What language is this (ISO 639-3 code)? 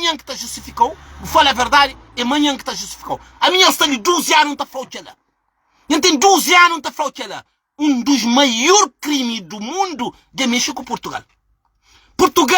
kea